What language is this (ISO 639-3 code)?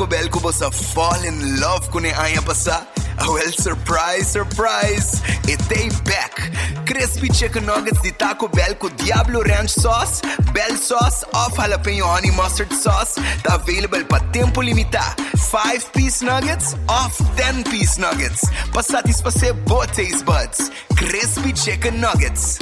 pap